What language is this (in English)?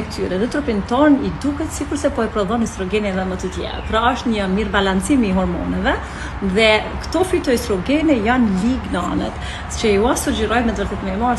Albanian